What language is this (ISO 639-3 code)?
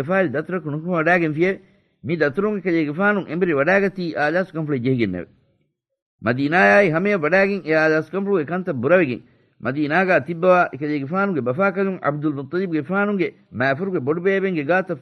div